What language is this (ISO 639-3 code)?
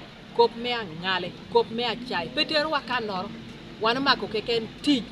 laj